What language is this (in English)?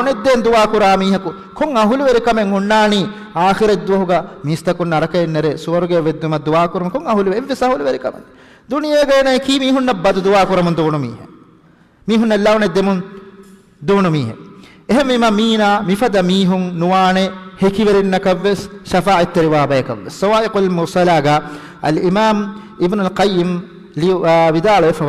Divehi